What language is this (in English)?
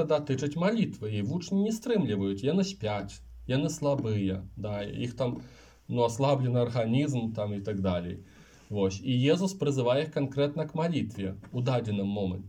Belarusian